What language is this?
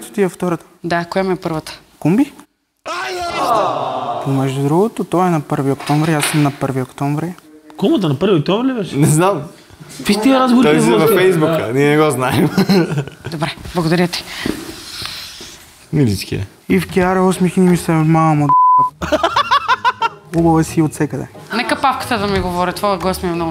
Bulgarian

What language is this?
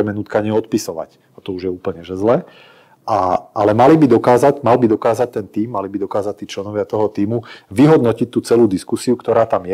Slovak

